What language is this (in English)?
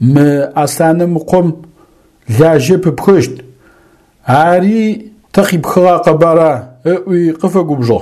Adyghe